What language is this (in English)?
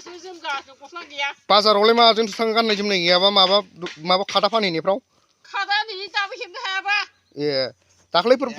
Bodo